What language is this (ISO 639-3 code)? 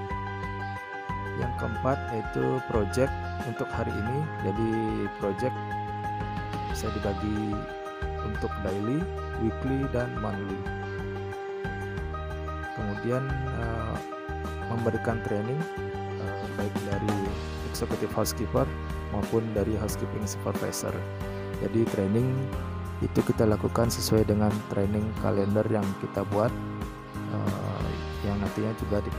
ind